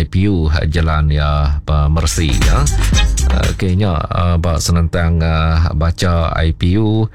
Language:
Iban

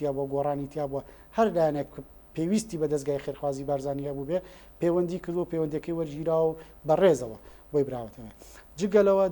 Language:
Central Kurdish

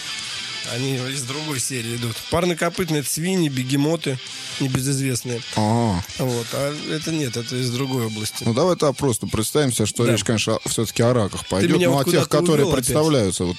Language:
Russian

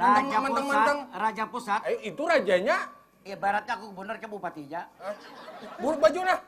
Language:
Banjar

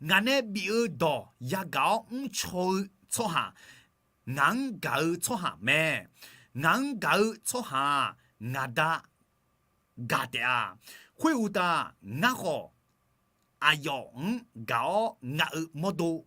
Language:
Akha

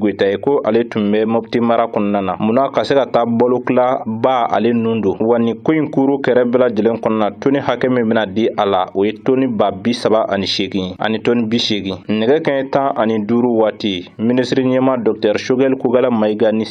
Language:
Bambara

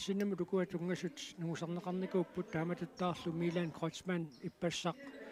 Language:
Kalaallisut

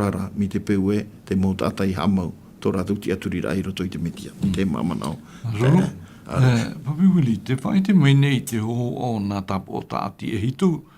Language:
Tahitian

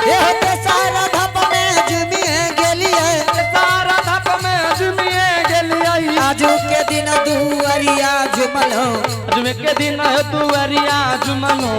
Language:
Angika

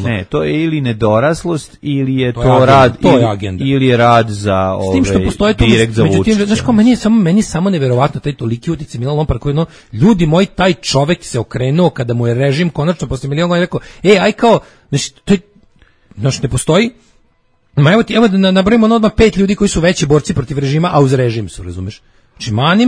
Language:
Serbian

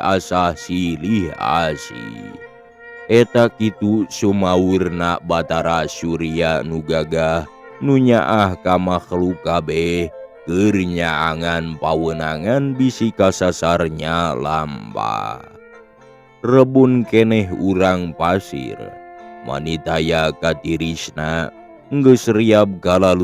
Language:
Sundanese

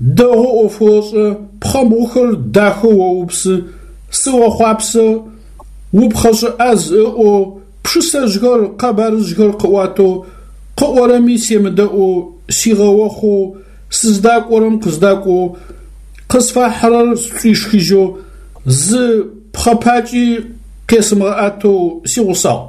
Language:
Adyghe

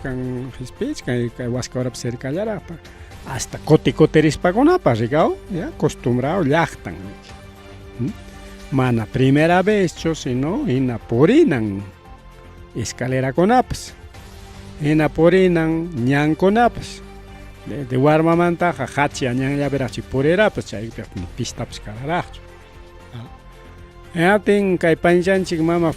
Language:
Ayacucho Quechua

